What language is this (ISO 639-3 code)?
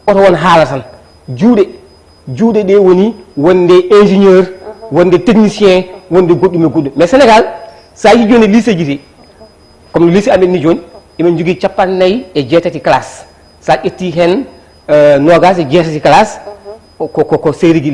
ful